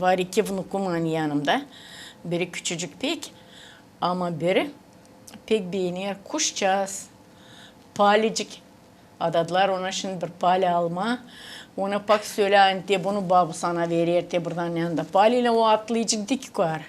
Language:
Gagauz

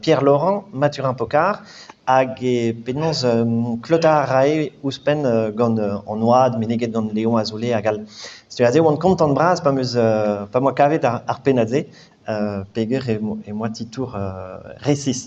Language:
Breton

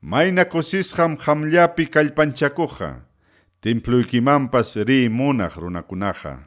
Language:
Ayacucho Quechua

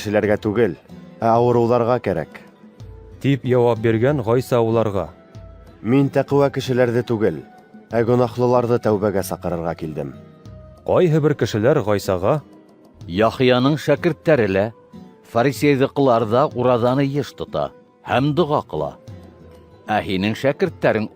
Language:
Bashkir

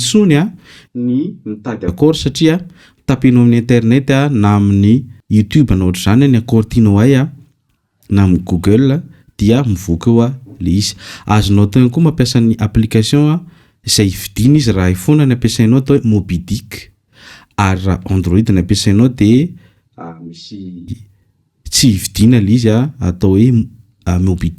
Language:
Malagasy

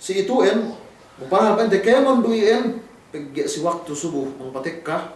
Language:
Yakan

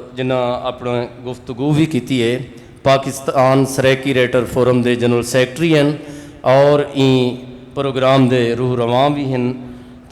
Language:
Saraiki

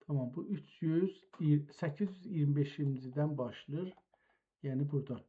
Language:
South Azerbaijani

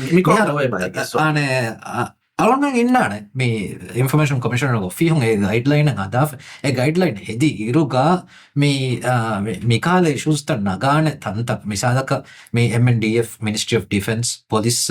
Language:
Divehi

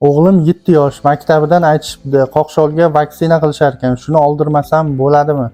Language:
Uzbek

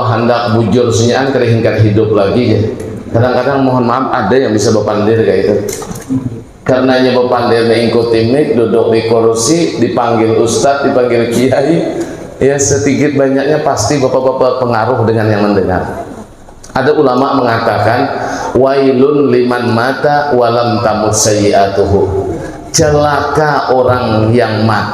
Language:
Banjar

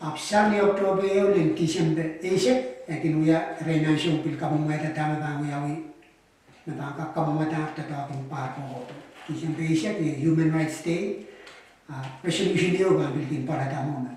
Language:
Pohnpeian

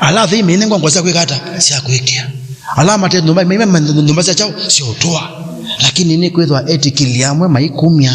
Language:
Kamba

